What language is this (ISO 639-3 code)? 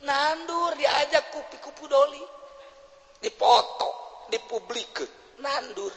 sun